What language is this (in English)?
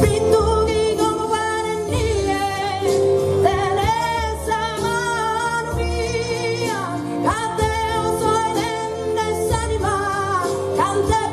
Sardinian